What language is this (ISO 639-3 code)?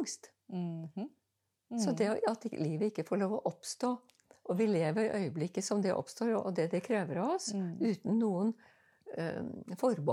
nor